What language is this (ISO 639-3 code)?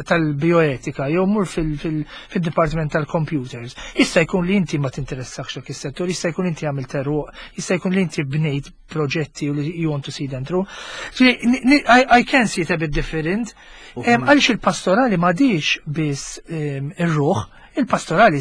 mlt